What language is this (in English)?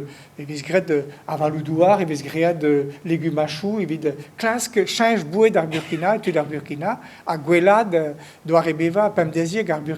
Breton